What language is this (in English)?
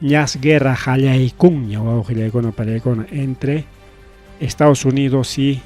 Ayacucho Quechua